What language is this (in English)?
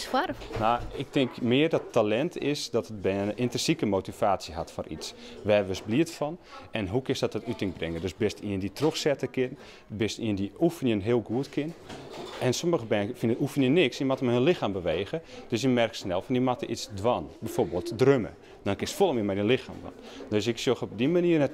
Western Frisian